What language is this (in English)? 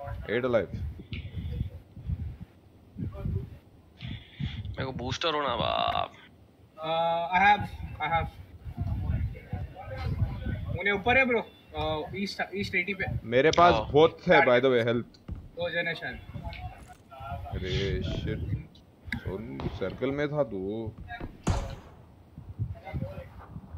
Hindi